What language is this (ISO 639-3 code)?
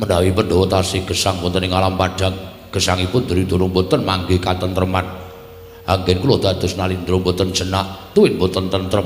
jav